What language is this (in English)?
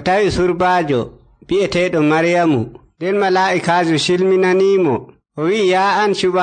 Nigerian Fulfulde